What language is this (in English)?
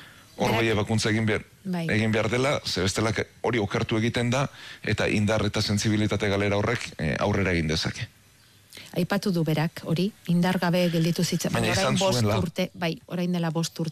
Basque